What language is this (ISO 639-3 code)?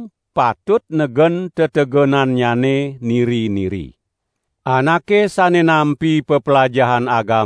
ban